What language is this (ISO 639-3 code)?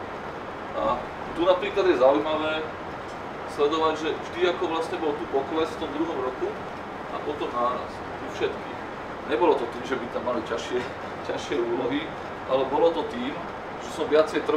slk